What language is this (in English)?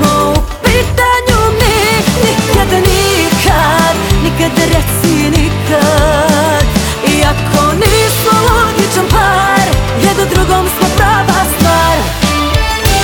Croatian